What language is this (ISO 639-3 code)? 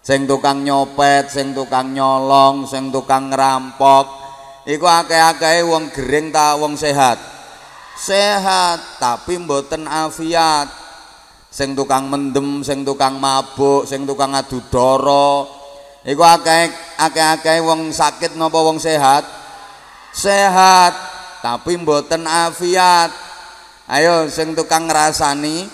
jav